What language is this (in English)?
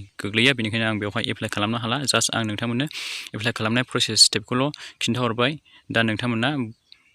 Bodo